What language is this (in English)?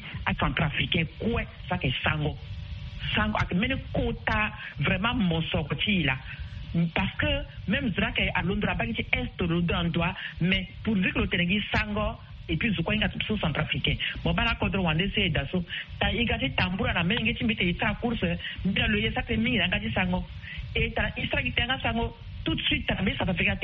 Sango